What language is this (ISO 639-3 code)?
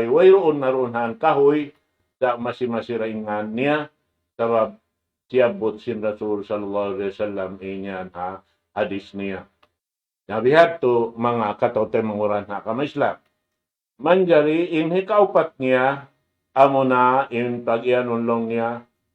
tsg